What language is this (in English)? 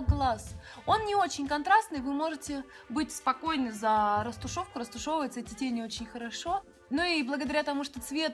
Russian